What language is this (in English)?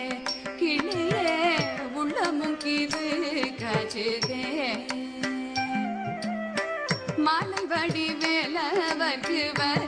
Tamil